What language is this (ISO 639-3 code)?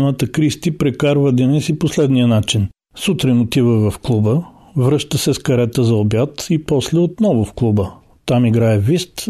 bul